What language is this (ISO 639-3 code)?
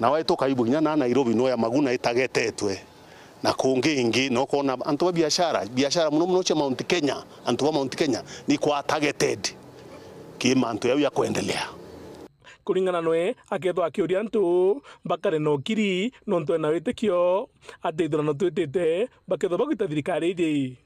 mer